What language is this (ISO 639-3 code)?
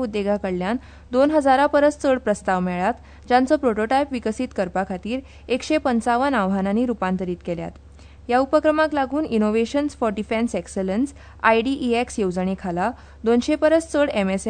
kok